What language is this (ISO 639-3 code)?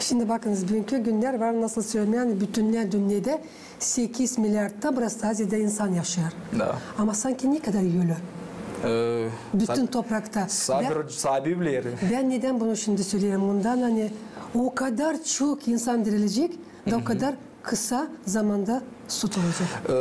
gag